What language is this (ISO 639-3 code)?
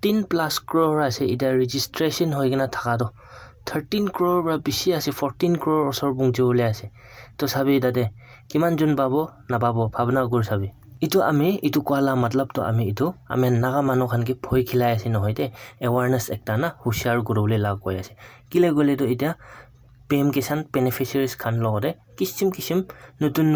nag